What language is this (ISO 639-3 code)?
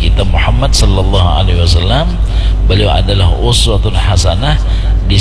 bjn